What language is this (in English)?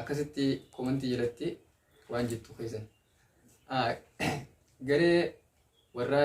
Oromo